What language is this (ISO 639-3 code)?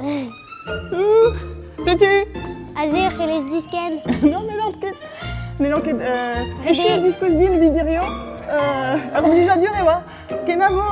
bre